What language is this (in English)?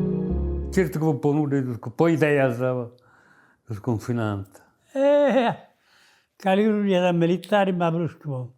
Sardinian